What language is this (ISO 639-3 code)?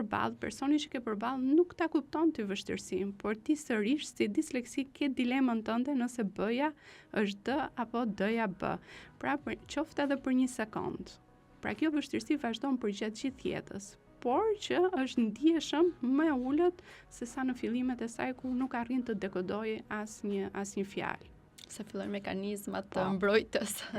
sqi